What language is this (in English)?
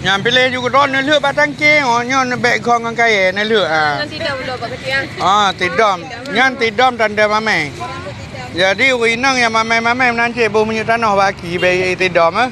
Achinese